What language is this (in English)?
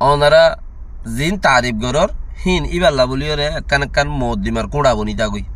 Rohingya